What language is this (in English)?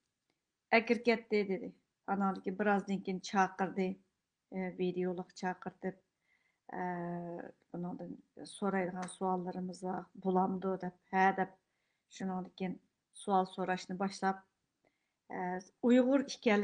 Uyghur